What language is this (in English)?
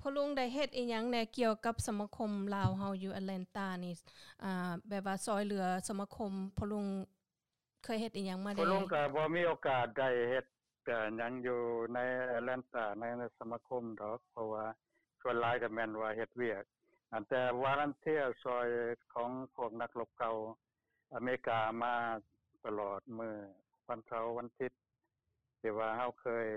Lao